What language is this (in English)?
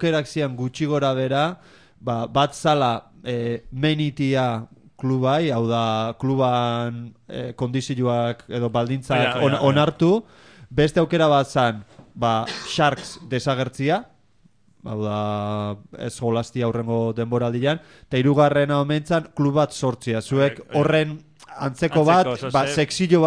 Basque